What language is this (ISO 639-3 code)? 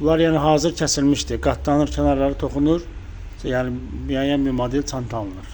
aze